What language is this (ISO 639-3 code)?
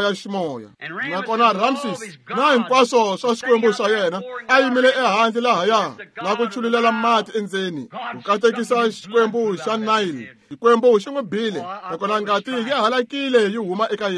tso